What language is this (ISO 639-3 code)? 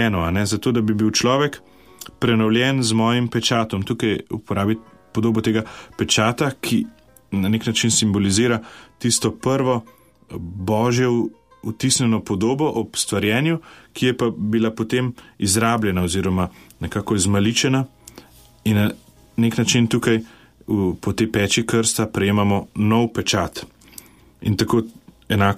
slv